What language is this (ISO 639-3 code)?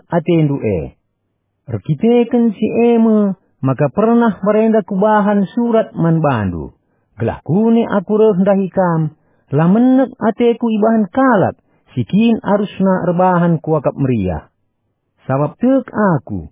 btx